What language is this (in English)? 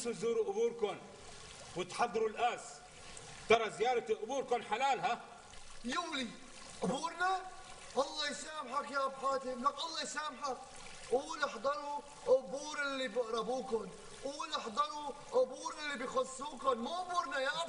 North Levantine Arabic